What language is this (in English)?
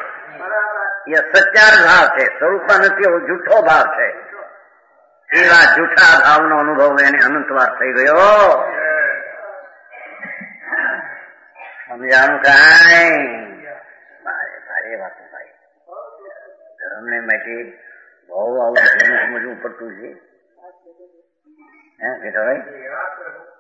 Gujarati